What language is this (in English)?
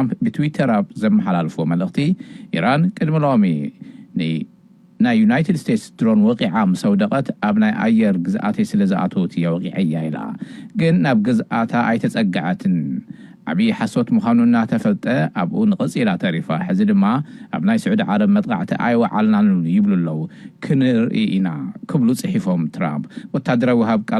Tigrinya